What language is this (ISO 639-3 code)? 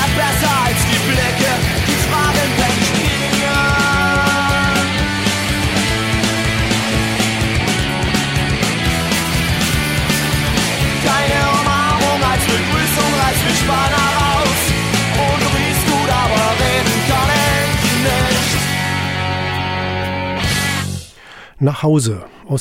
deu